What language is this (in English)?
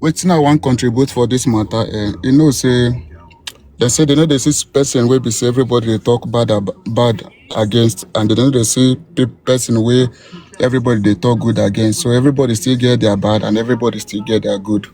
Nigerian Pidgin